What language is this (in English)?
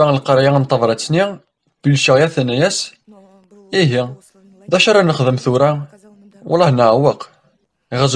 Kabyle